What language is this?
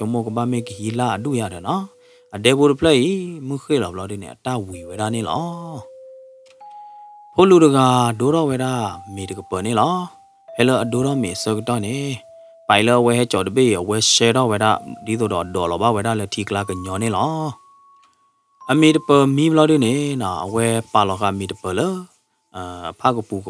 S'gaw Karen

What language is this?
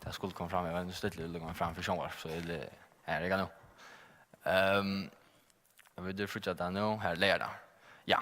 Faroese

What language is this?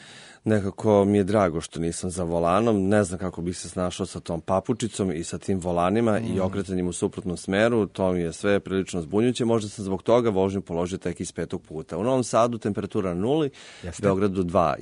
Serbian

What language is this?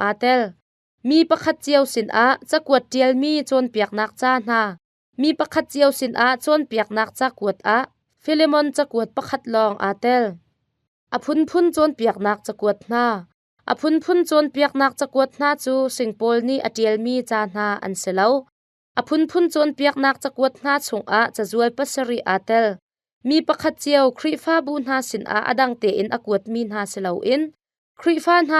Hakha Chin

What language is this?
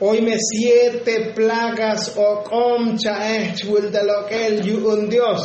Tzotzil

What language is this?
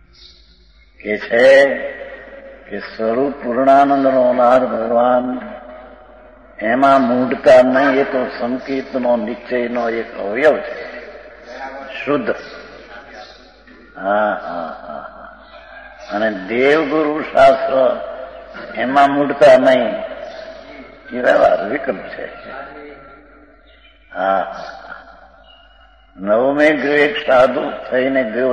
Gujarati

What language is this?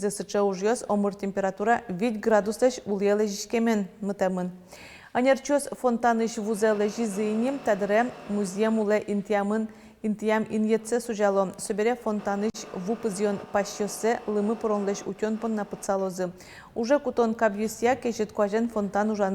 Udmurt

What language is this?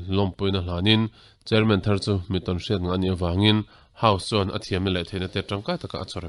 Mizo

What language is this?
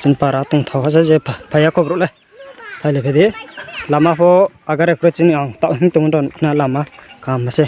Riang (India)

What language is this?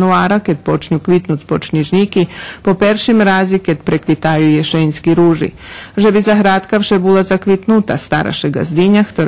Rusyn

